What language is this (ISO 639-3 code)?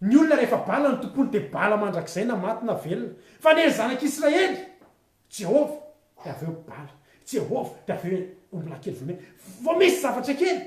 mlg